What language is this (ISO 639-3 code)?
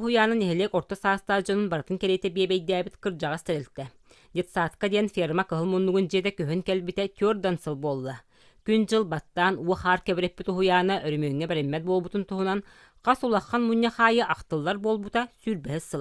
sah